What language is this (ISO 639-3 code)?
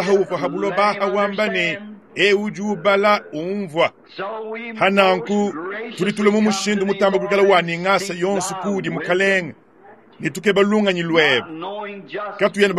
lua